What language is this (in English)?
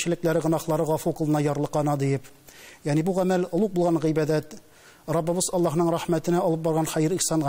Tatar